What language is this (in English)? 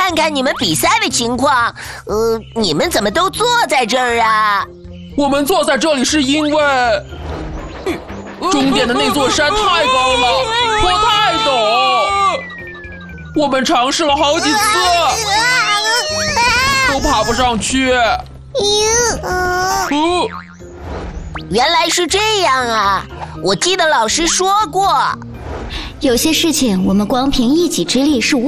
Chinese